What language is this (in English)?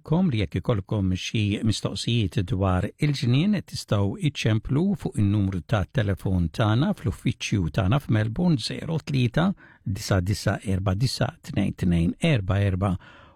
Maltese